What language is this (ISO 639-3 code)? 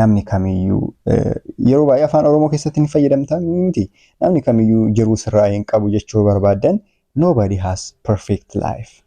orm